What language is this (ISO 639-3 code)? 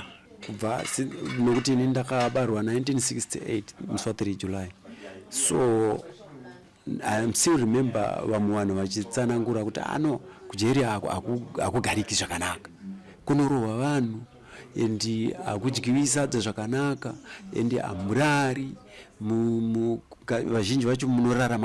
sna